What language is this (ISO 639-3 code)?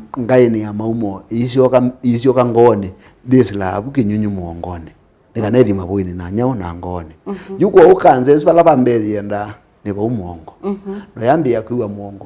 kam